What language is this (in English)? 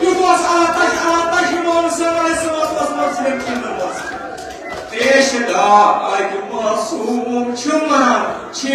Kashmiri